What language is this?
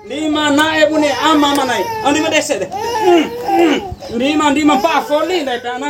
Bima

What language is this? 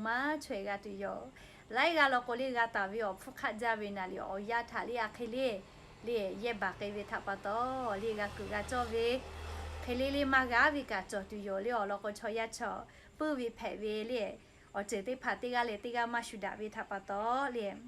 Lahu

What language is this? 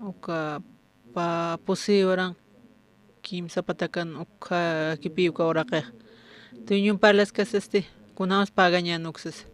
Aymara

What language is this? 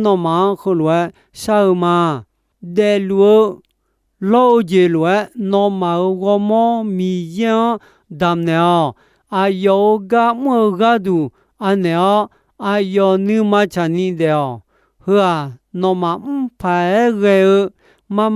Akha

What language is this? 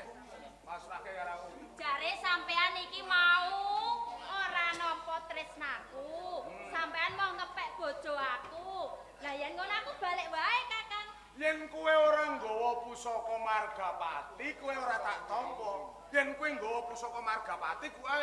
Javanese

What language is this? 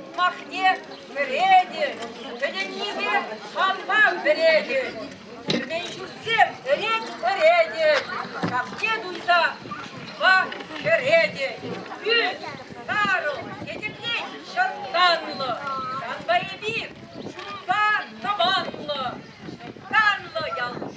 Chuvash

